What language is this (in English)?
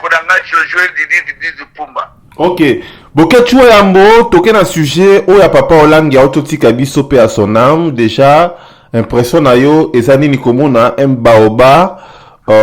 Lingala